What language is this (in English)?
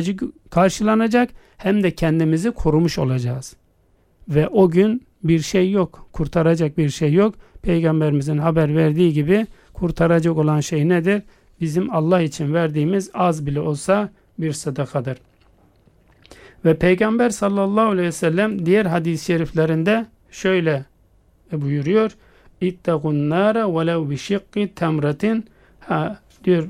Turkish